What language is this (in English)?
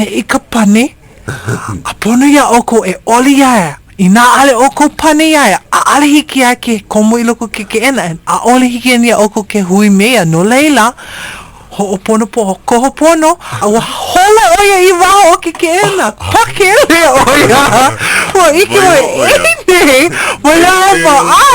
Hawaiian